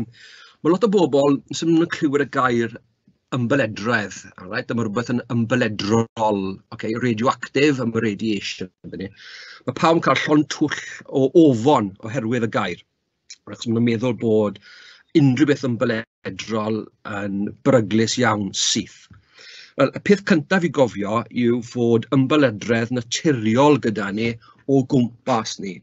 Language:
Welsh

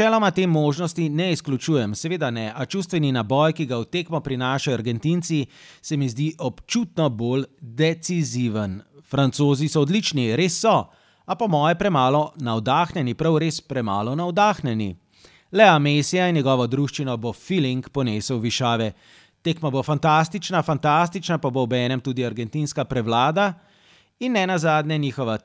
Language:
Slovenian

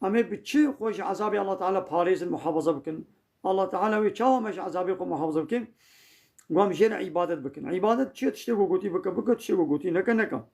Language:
Kurdish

